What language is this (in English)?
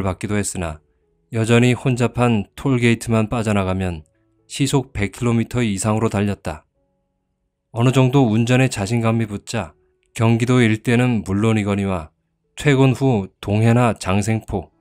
Korean